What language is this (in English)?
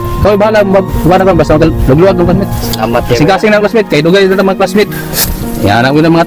Cebuano